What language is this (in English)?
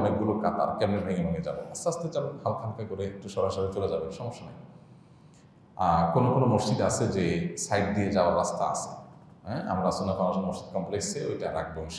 Bangla